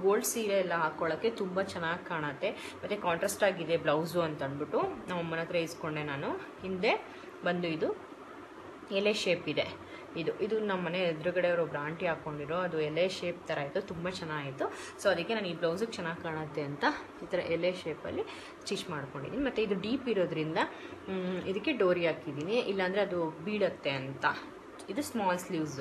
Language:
Kannada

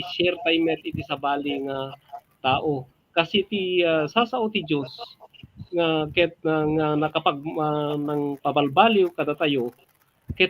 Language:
Iloko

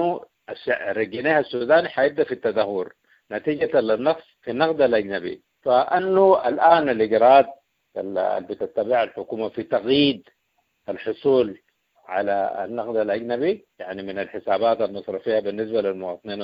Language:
Sudanese Arabic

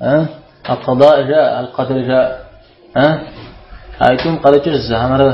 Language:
Kabardian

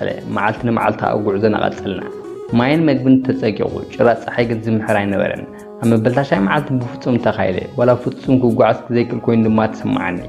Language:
Tigrinya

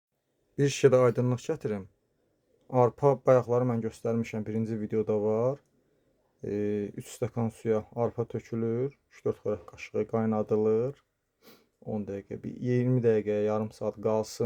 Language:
Azerbaijani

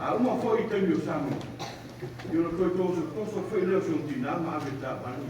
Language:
Samoan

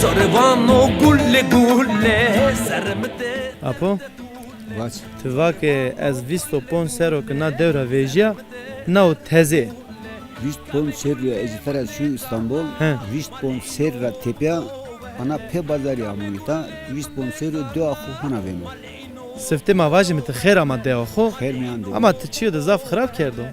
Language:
Zaza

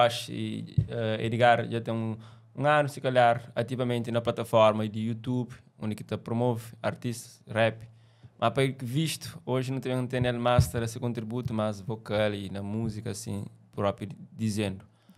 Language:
Kabuverdianu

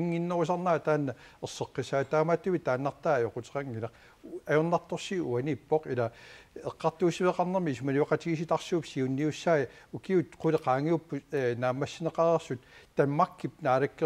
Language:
Kalaallisut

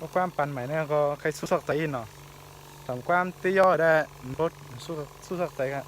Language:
Shan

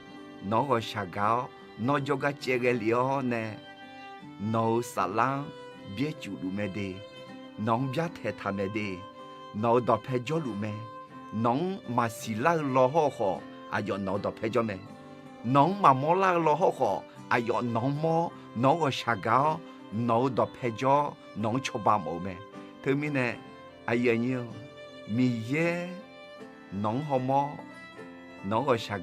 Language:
Akha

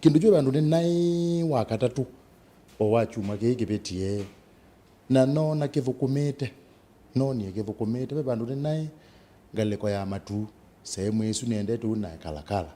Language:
Kamba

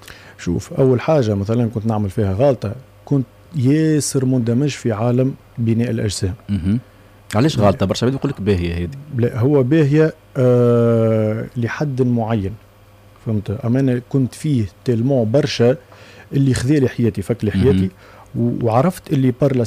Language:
Tunisian Arabic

